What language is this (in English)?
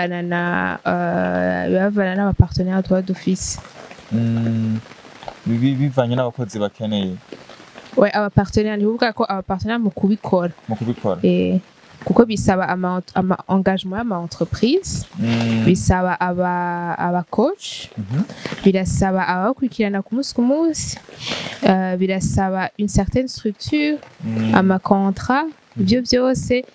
Rundi